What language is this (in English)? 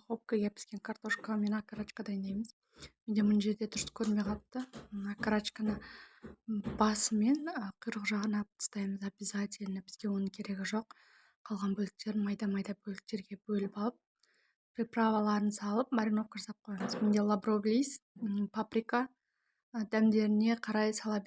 Kazakh